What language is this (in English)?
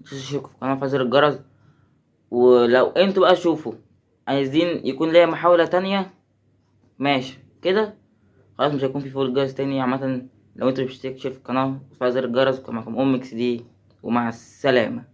Egyptian Arabic